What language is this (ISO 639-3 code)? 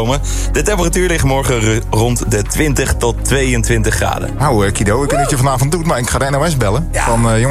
nld